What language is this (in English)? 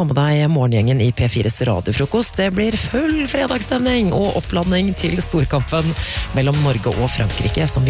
Norwegian